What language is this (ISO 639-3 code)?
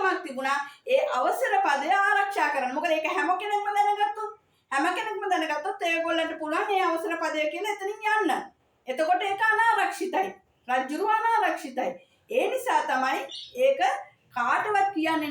sin